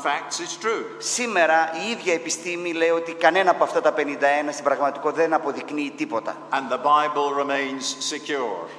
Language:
Greek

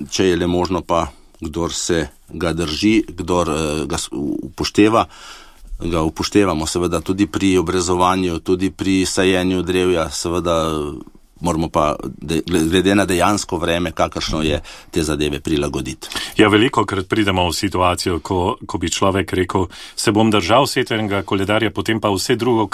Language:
Slovenian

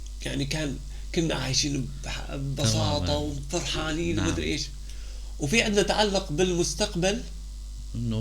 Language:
North Levantine Arabic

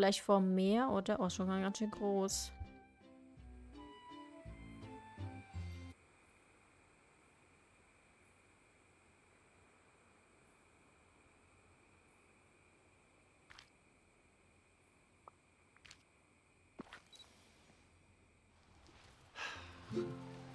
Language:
German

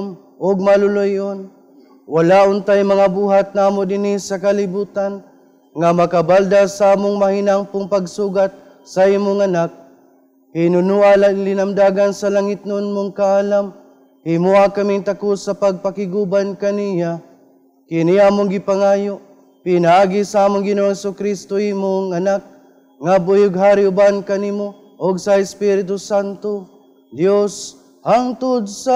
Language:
Cebuano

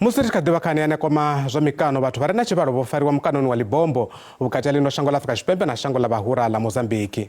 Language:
Venda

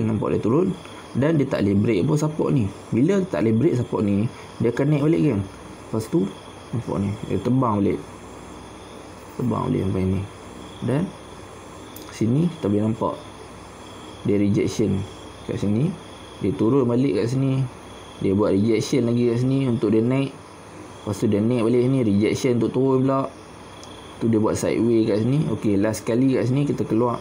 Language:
Malay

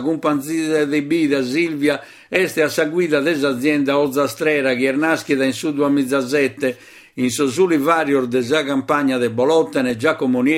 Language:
Sardinian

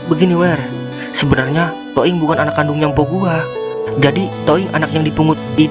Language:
Betawi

